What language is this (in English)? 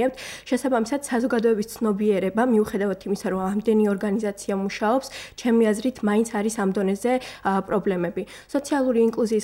Georgian